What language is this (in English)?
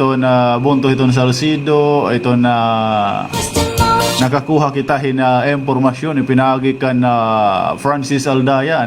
Waray